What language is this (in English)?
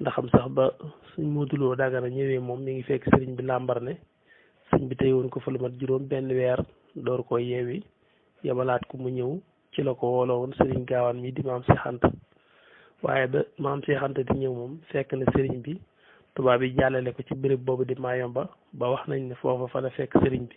Wolof